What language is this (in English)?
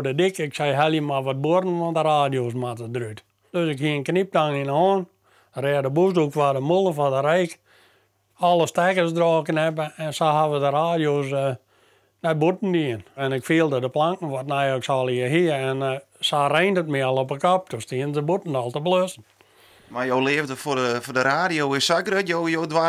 Western Frisian